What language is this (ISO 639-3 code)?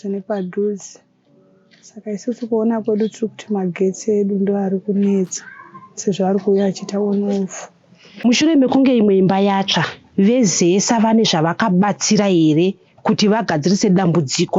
sna